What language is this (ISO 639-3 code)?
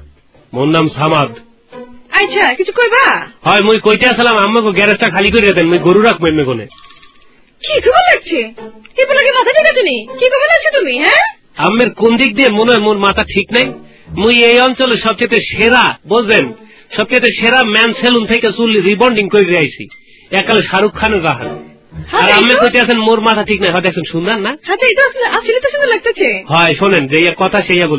ben